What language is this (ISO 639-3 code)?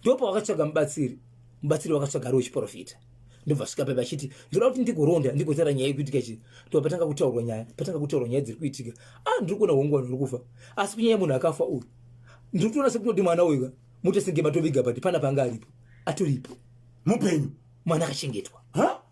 sna